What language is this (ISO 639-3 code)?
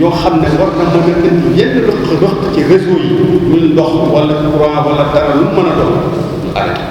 wol